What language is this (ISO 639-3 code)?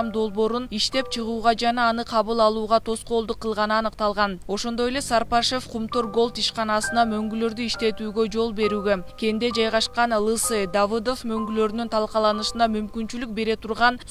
kir